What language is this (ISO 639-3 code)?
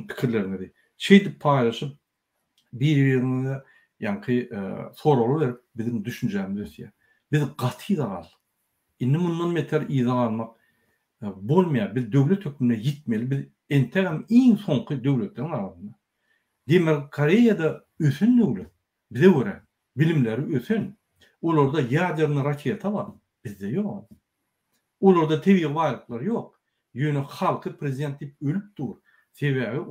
tuk